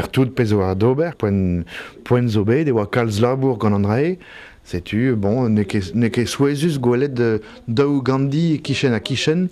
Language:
Breton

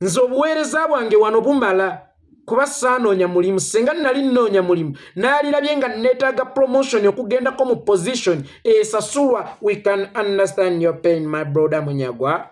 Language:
Ganda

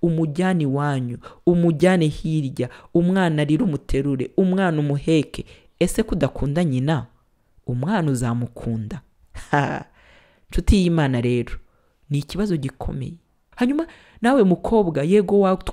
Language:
Kinyarwanda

